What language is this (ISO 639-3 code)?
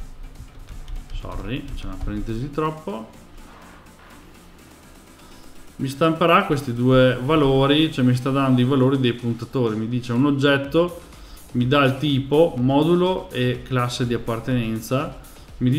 ita